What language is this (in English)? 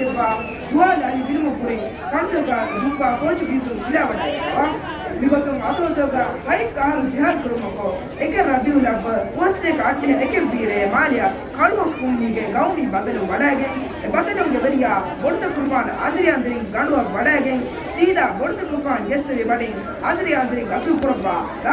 Divehi